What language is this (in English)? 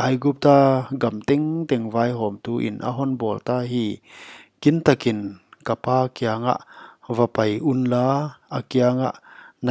Paite Chin